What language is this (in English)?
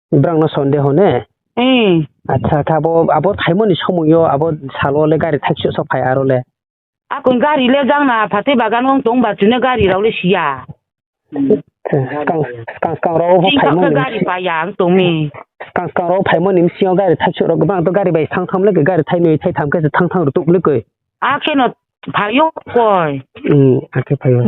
Riang (India)